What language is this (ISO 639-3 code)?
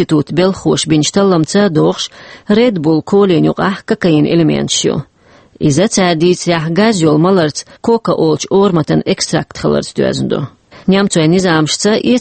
che